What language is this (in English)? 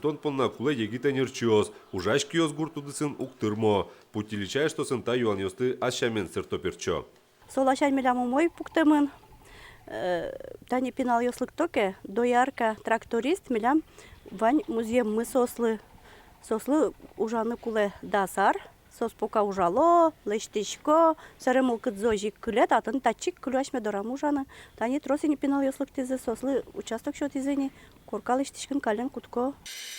Udmurt